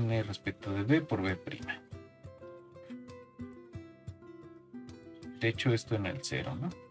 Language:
Spanish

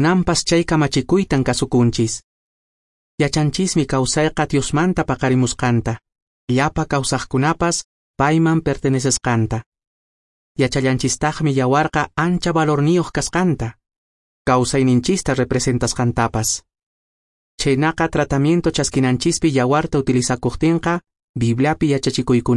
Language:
Quechua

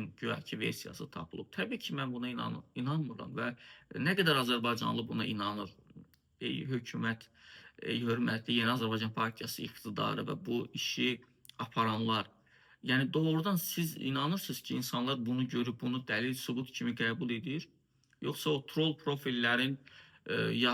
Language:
Azerbaijani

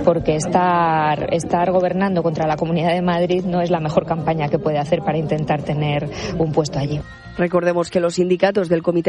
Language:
Spanish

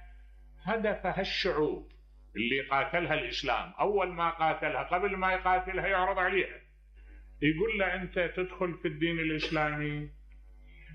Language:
Mesopotamian Arabic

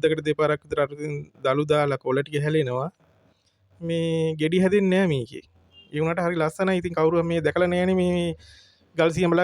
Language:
Sinhala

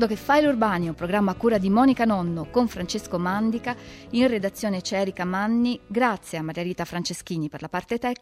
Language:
Italian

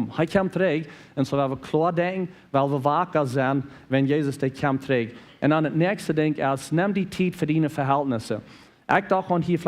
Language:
Plautdietsch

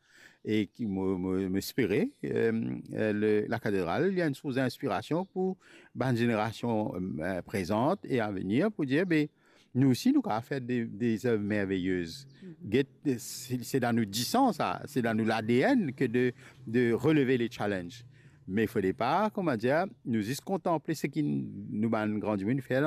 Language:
Morisyen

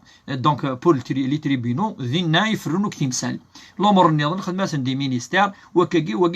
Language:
Kabyle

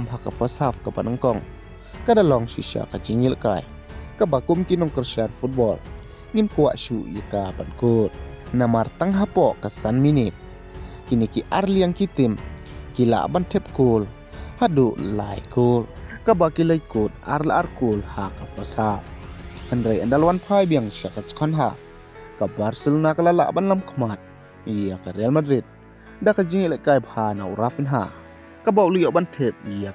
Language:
Khasi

